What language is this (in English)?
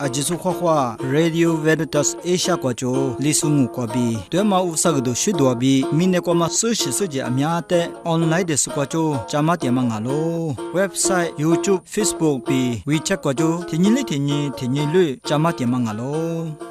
Lisu